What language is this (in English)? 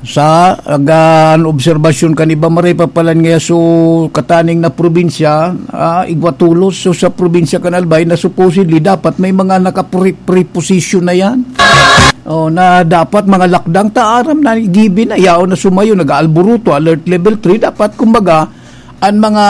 Bikol